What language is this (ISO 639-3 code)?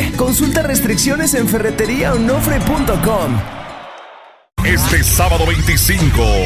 spa